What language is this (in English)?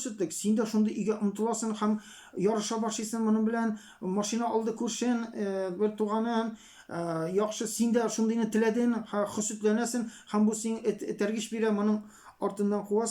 Tatar